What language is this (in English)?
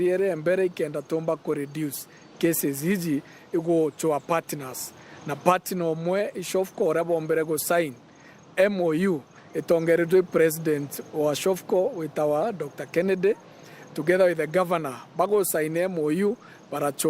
Meru